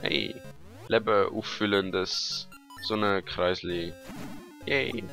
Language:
Swiss German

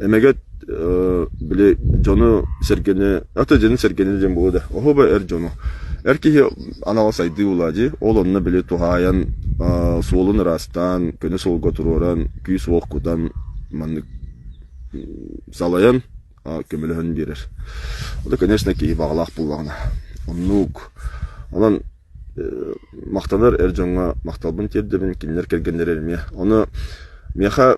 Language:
Yakut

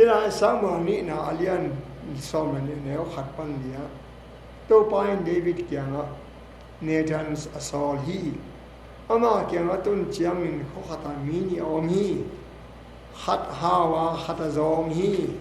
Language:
Tedim Chin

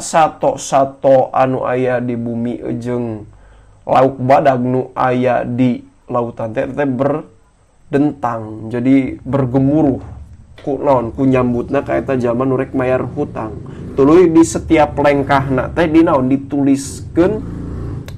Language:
Sundanese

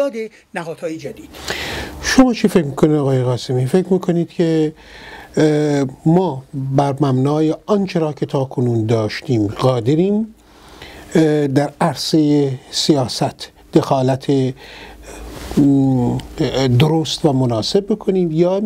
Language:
Persian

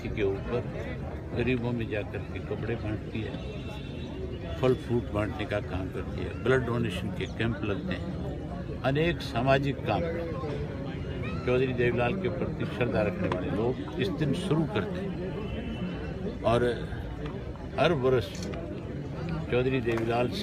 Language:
Hindi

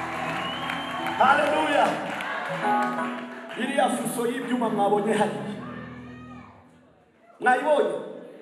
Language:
Kinyarwanda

